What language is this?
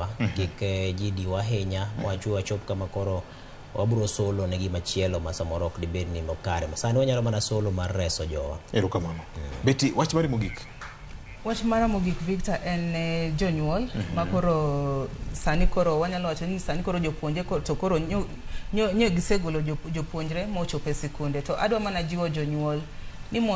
Luo (Kenya and Tanzania)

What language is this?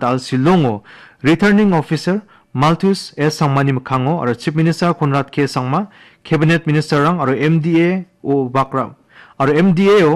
Garo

